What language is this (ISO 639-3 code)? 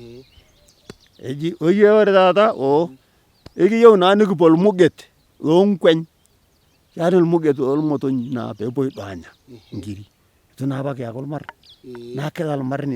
mas